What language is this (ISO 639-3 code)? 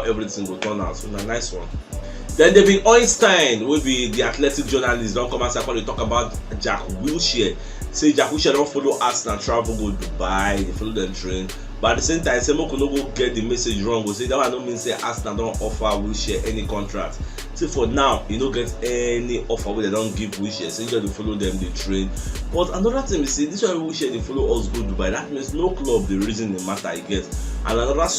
pcm